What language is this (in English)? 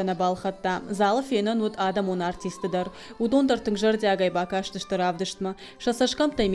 Ossetic